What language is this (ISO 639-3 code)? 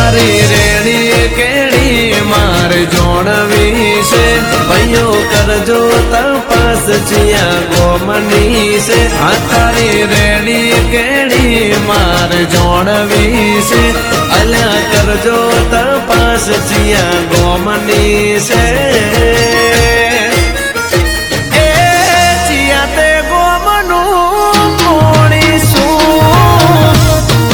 guj